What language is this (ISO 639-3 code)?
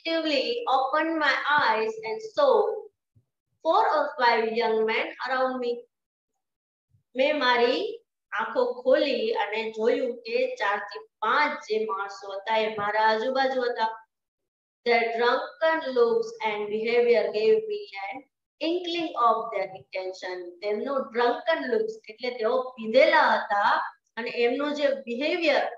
guj